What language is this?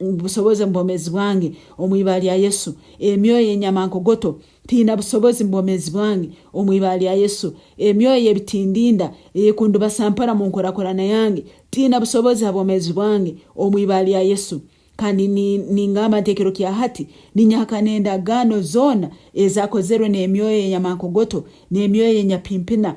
Nyankole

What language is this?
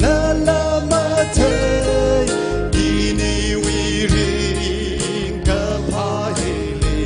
Tangkhul Naga (India)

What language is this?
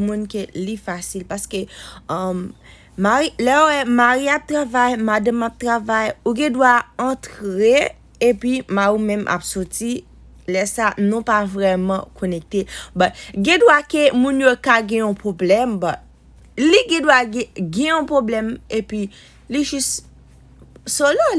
Haitian Creole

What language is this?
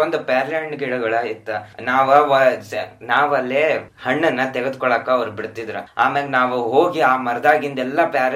Kannada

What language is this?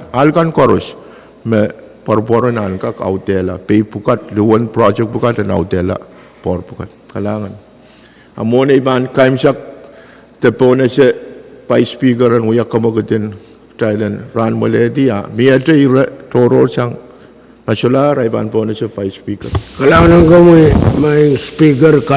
Pohnpeian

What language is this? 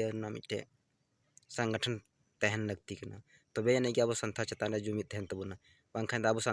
Santali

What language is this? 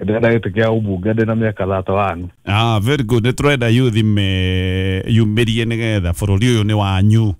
Kikuyu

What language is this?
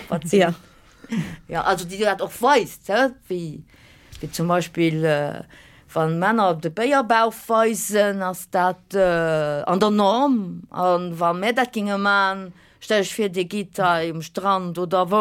Luxembourgish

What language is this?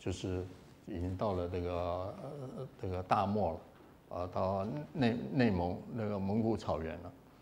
Chinese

